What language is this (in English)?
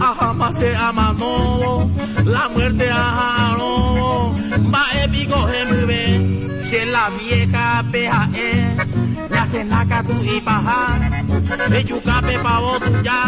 Guarani